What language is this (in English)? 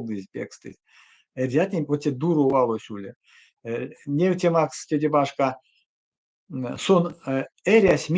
Erzya